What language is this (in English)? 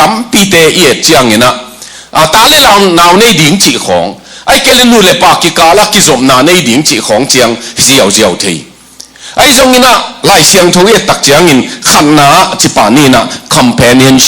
Tedim Chin